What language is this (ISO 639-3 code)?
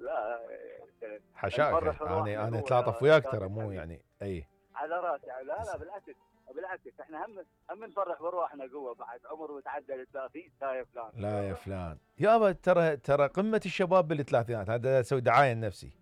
acm